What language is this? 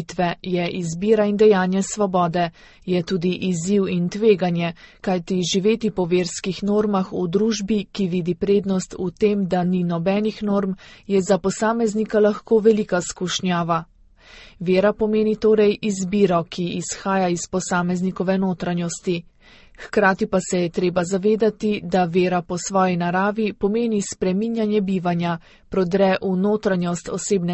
Slovenian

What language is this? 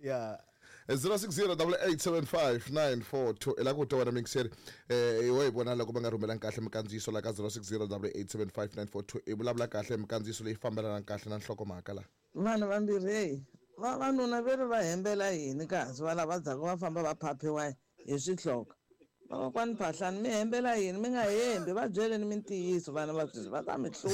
Tsonga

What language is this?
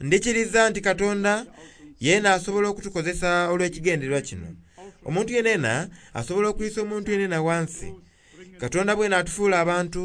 Soga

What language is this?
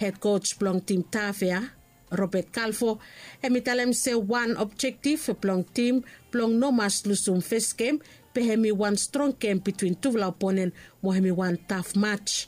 Bislama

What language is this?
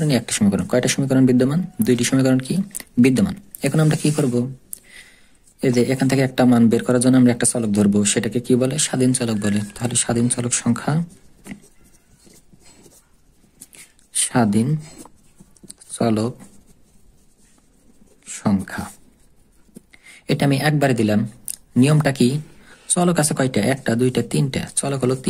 Bangla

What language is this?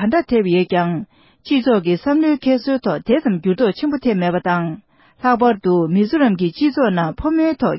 Tibetan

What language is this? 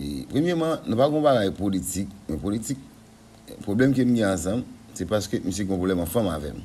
Haitian Creole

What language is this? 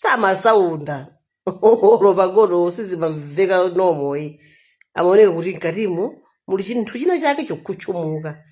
Nyanja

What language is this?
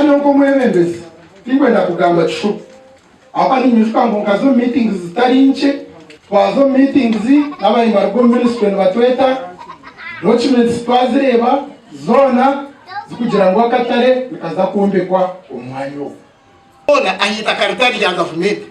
Nyankole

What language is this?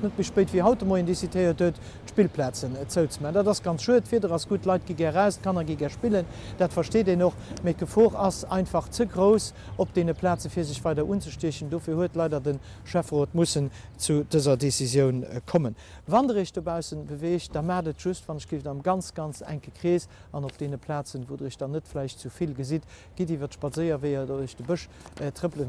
Luxembourgish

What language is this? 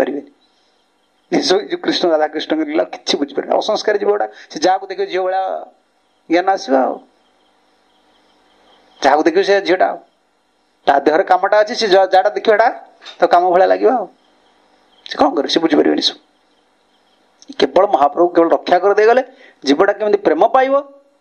Odia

